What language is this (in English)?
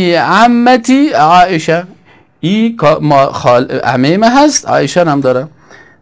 Persian